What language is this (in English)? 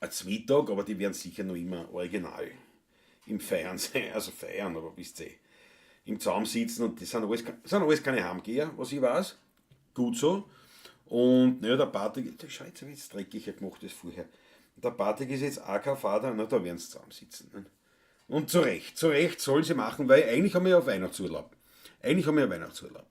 Bavarian